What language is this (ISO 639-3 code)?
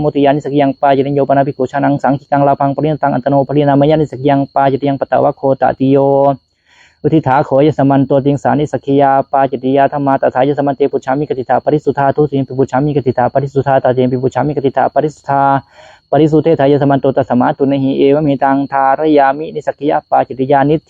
pli